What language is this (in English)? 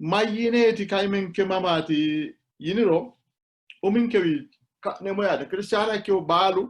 Sidamo